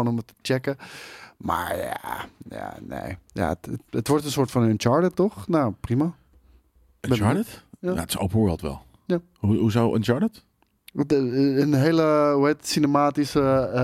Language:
Dutch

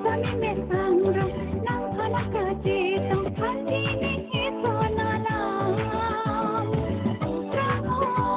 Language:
Karbi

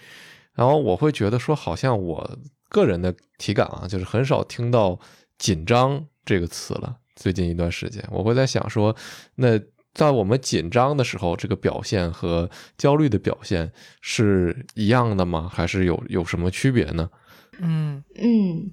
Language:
Chinese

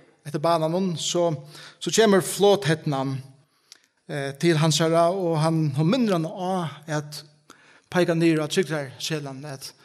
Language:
Faroese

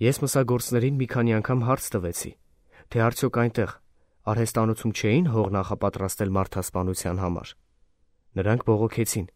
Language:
Armenian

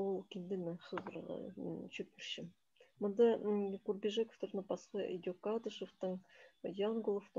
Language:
Khakas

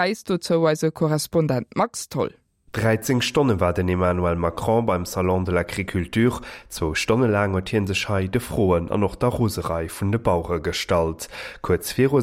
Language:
Luxembourgish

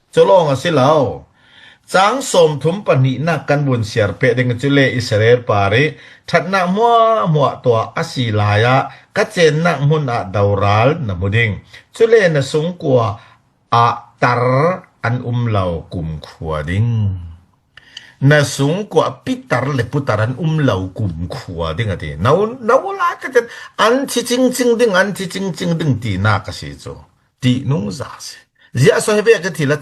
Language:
Falam Chin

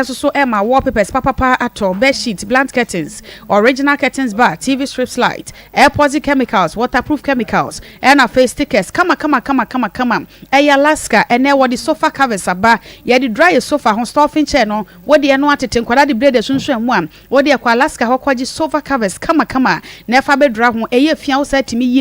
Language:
Akan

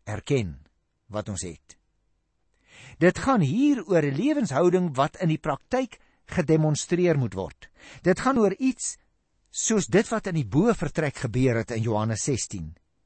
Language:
Afrikaans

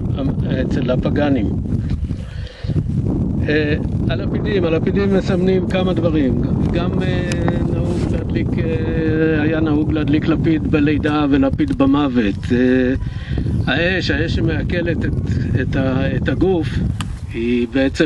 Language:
Hebrew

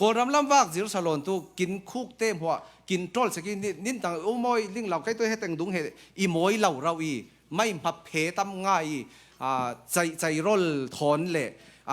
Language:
Falam Chin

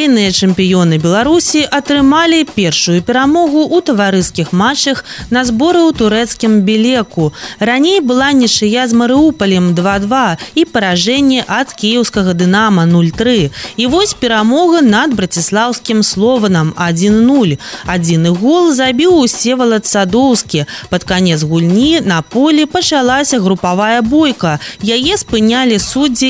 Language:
Belarusian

